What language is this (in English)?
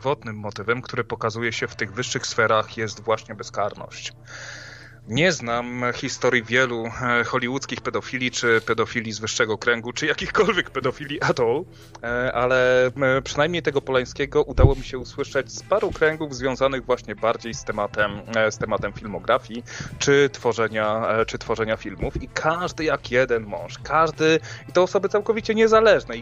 Polish